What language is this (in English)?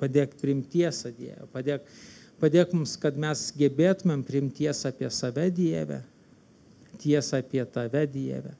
Lithuanian